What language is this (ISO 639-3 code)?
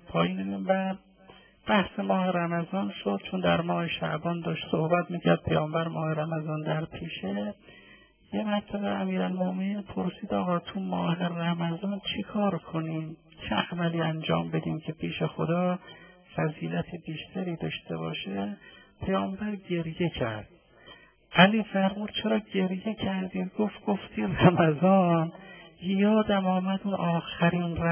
fas